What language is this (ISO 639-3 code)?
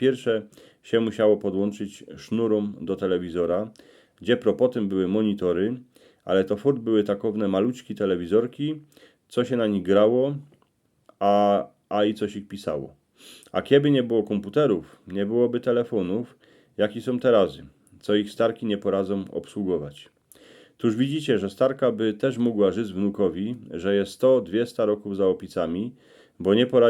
szl